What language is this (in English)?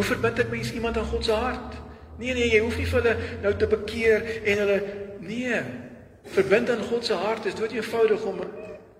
Afrikaans